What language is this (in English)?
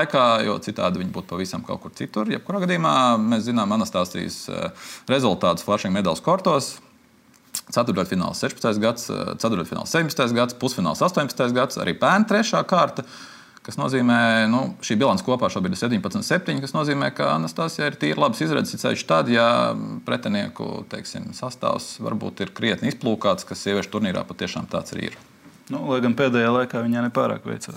Latvian